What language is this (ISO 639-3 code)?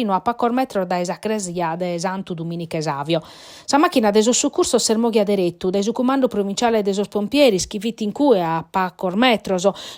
srd